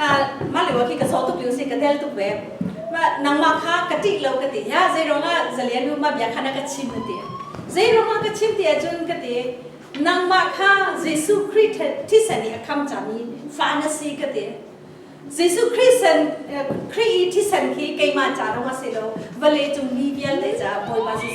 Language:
Hakha Chin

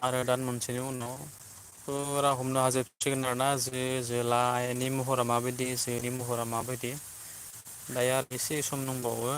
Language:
Bodo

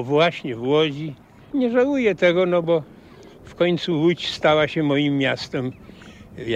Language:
Polish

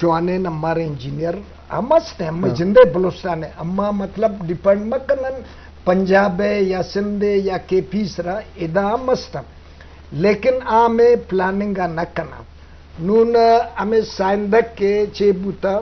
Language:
Eastern Balochi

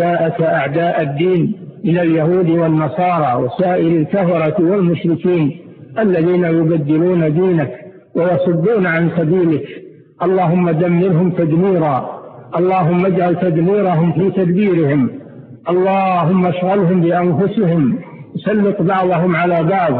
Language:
Arabic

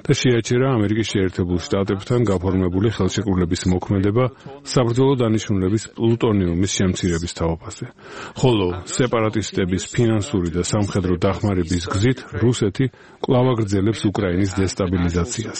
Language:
Georgian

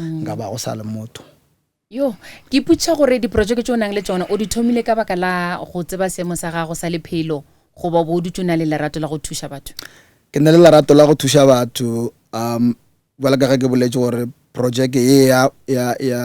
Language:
Northern Sotho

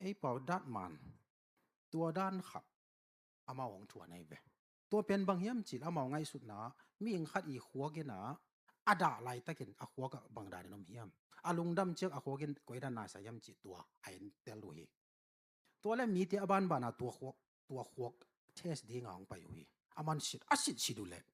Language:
Tedim Chin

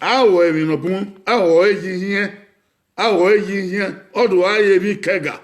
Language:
Bini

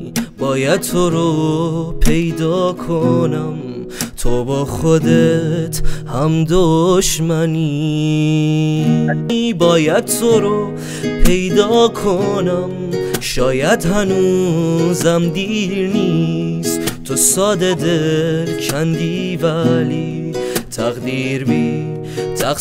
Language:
Persian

